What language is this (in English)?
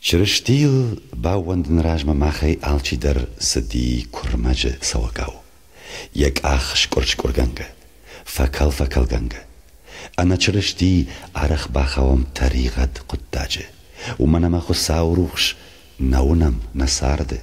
Ossetic